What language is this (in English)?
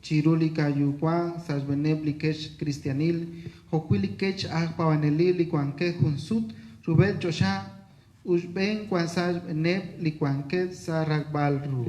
Kekchí